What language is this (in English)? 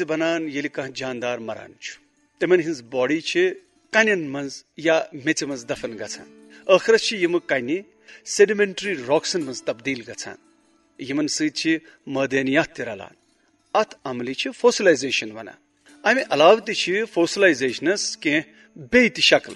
Kashmiri